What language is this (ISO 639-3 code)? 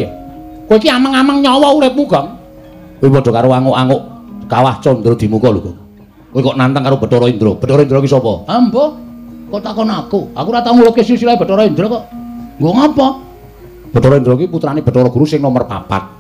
jav